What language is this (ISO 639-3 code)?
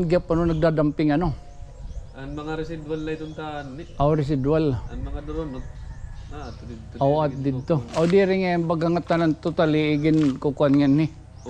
war